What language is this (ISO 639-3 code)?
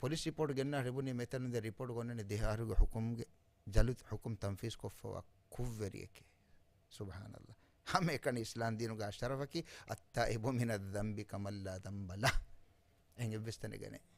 div